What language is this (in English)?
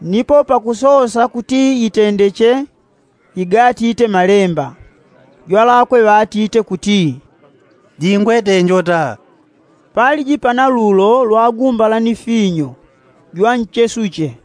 Yao